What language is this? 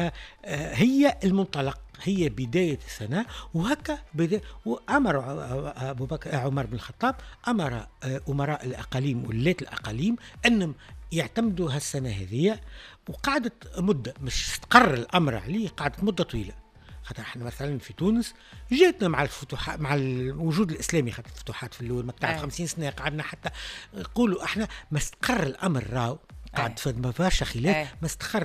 Tunisian Arabic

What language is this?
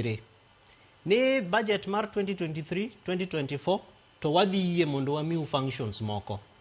Luo (Kenya and Tanzania)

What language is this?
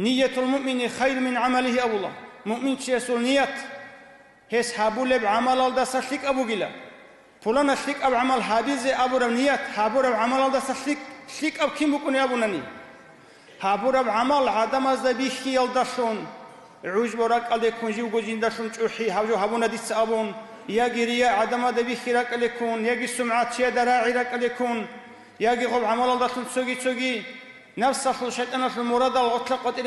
Avaric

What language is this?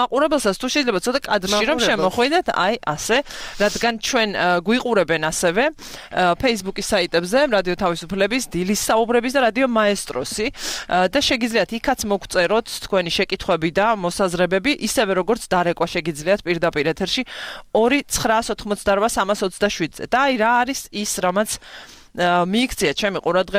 Georgian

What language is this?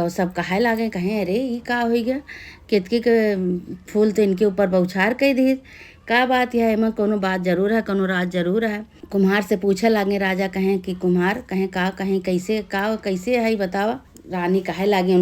Awadhi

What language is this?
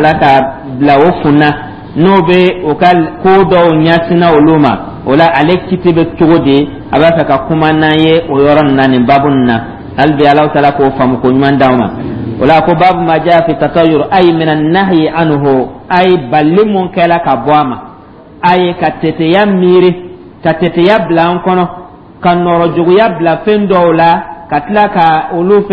Dyula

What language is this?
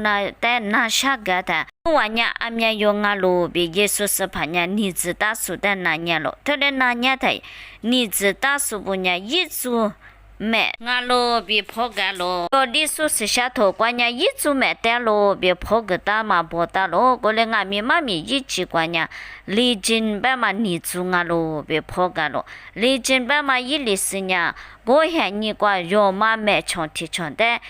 Lisu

